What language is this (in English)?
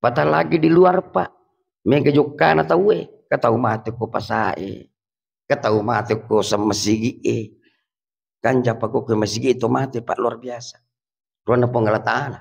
Buginese